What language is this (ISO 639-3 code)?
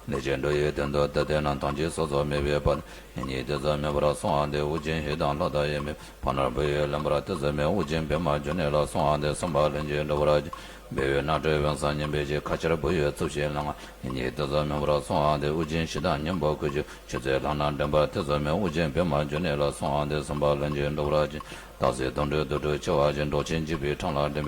bod